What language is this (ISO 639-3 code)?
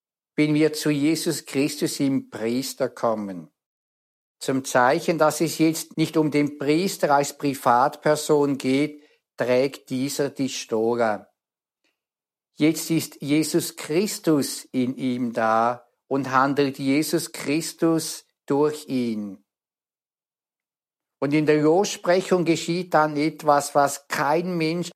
deu